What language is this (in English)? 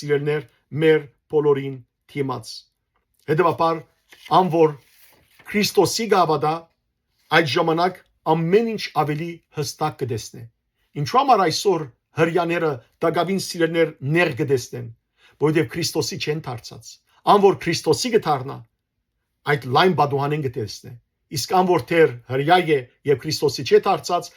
Western Armenian